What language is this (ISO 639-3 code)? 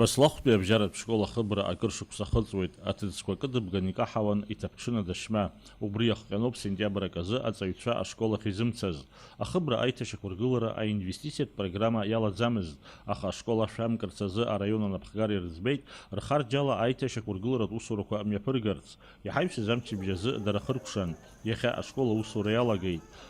abk